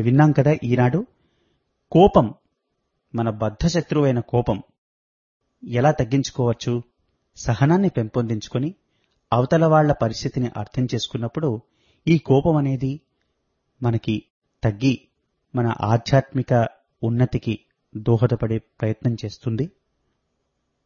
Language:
Telugu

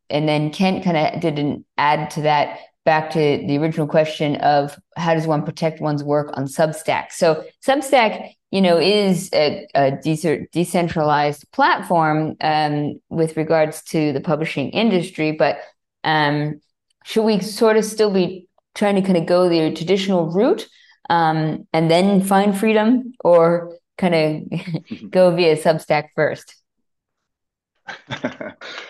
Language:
English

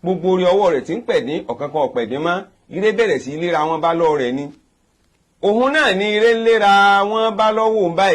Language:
Yoruba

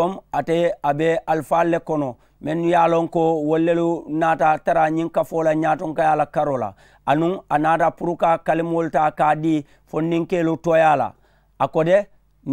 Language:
Mandingo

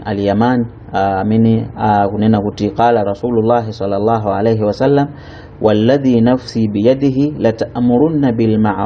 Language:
Nyanja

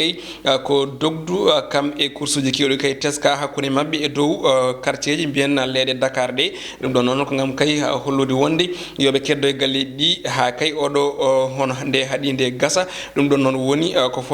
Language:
Fula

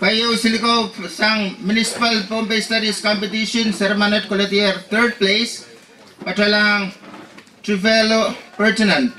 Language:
Pohnpeian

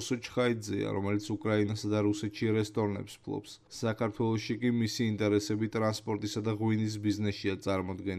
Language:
Georgian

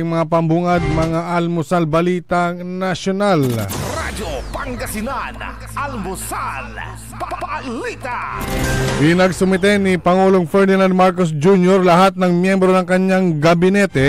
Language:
Pangasinan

